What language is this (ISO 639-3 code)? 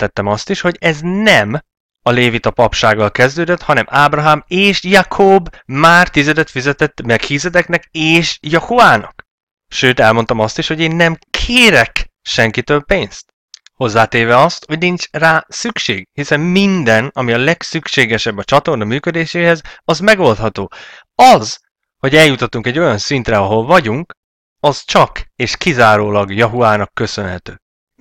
hun